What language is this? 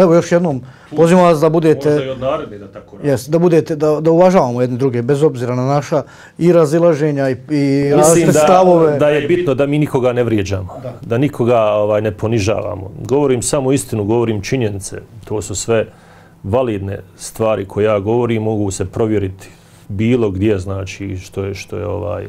Bosnian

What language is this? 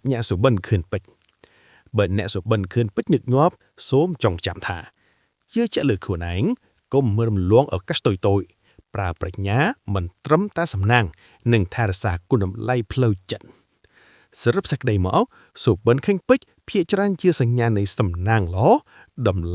Khmer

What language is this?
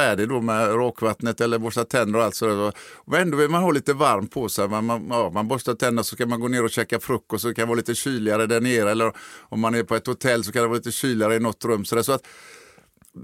Swedish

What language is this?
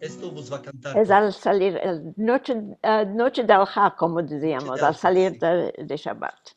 Ladino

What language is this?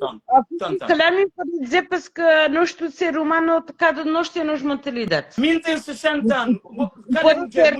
Kabuverdianu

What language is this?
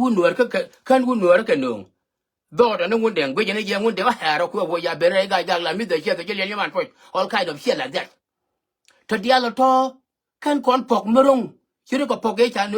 Nuer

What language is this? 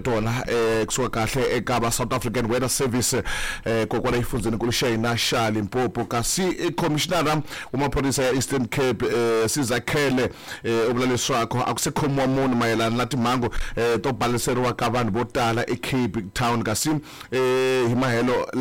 Tsonga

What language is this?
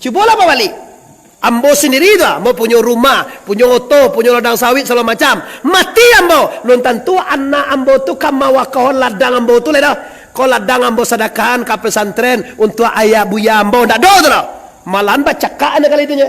Minangkabau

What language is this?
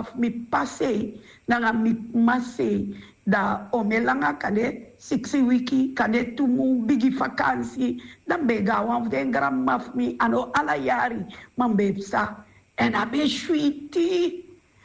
Sranan Tongo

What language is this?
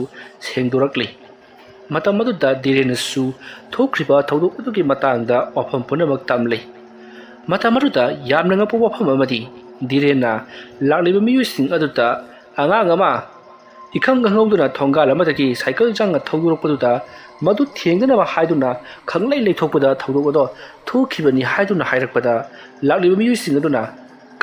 Manipuri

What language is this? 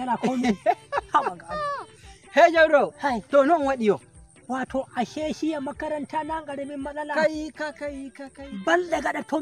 Nigerian Fulfulde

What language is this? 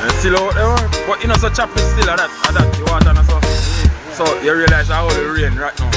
Jamaican Creole English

